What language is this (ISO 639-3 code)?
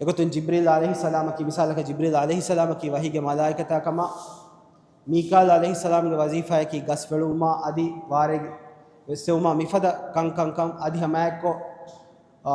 div